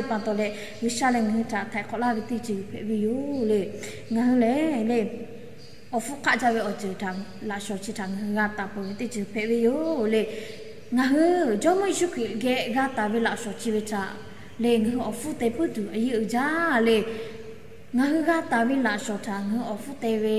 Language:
Lahu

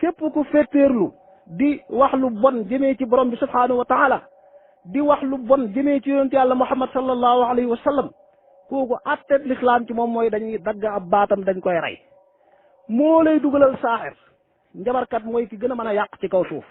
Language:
Wolof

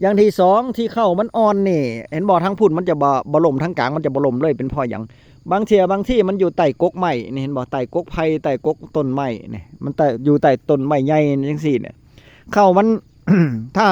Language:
Northeastern Thai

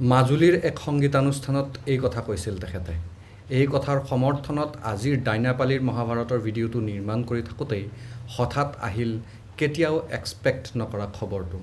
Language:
Assamese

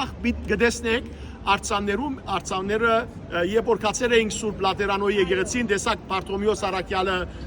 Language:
Western Armenian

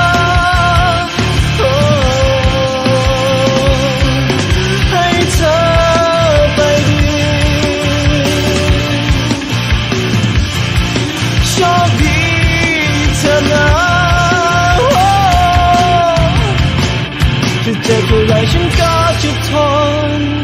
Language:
Thai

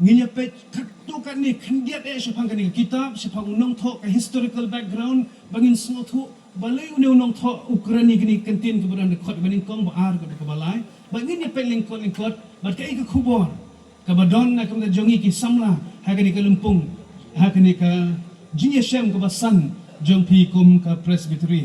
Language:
Khasi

